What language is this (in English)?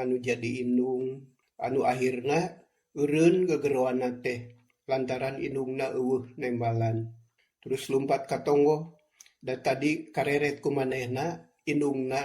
Sundanese